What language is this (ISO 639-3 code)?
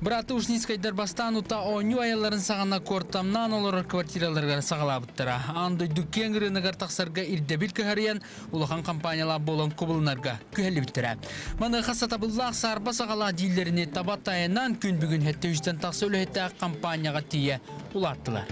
sah